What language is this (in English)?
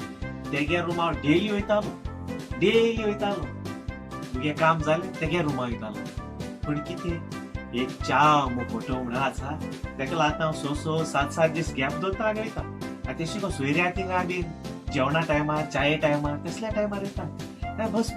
Konkani